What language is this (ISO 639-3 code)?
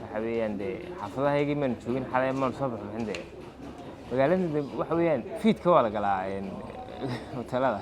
som